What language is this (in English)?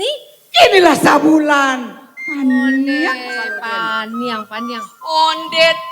Minangkabau